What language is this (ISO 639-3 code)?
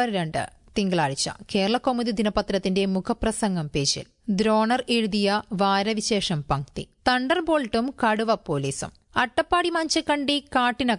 mal